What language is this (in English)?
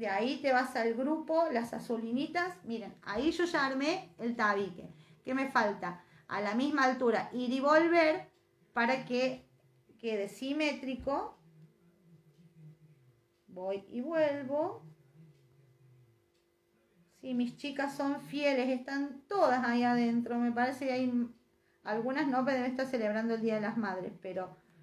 Spanish